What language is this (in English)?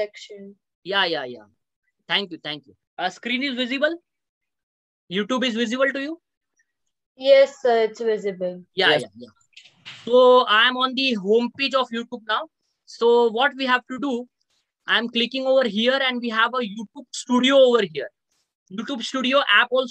English